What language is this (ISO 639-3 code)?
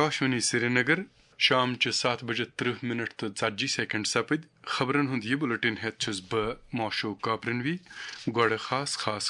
kas